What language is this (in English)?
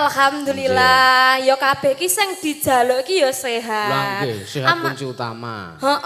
Javanese